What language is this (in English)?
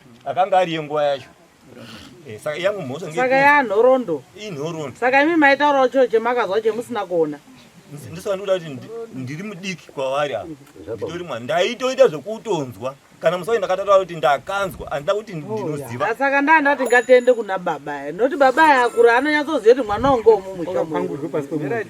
Shona